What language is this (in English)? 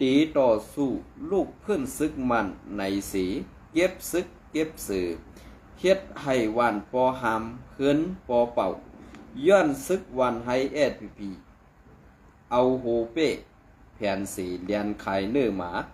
Shan